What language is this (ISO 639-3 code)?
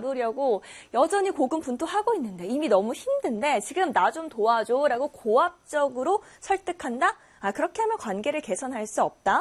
kor